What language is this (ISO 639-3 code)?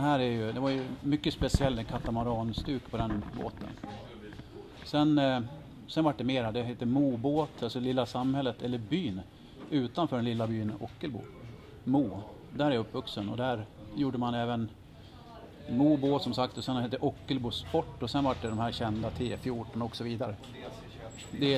swe